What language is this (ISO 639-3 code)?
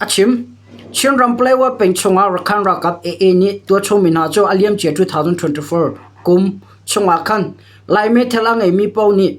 cnh